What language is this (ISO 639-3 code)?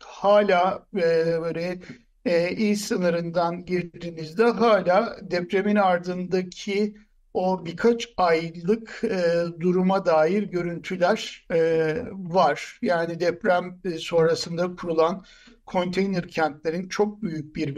tur